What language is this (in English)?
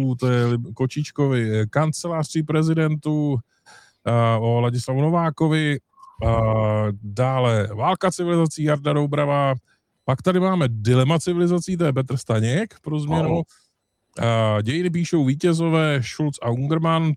Czech